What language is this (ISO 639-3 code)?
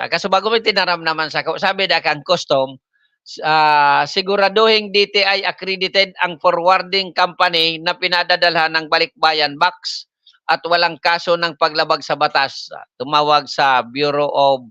bik